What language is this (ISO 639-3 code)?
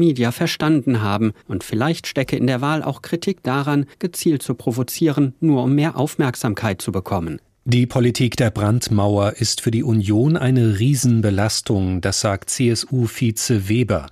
deu